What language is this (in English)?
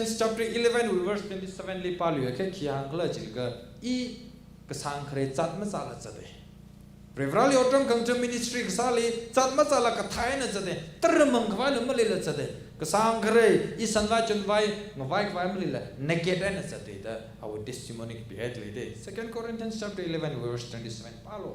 Tangkhul Naga (India)